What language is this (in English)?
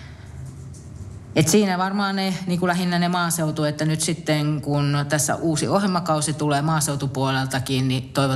Finnish